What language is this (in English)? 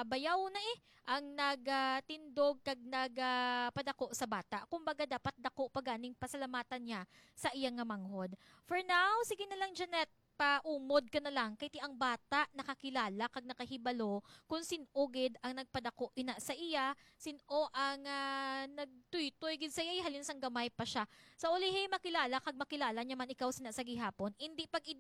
Hiligaynon